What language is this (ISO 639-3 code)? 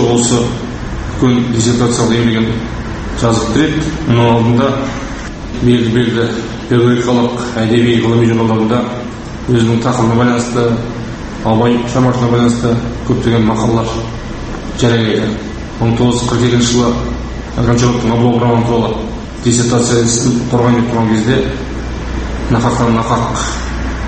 kaz